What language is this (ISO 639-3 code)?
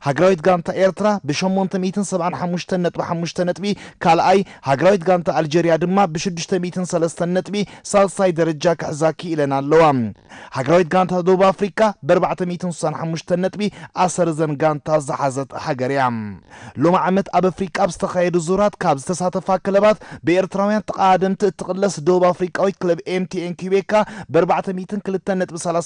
tir